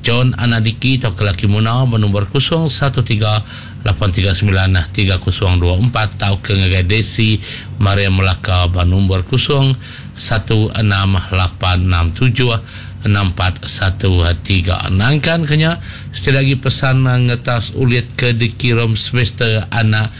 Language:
Iban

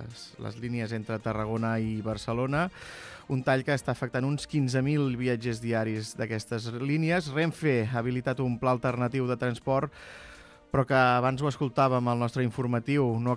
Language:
Catalan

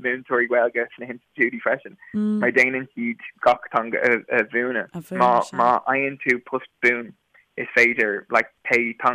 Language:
Irish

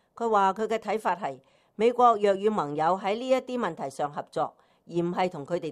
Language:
Cantonese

